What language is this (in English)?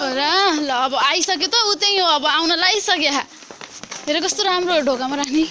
Nepali